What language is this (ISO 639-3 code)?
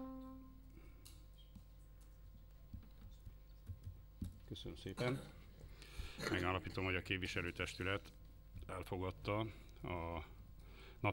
hun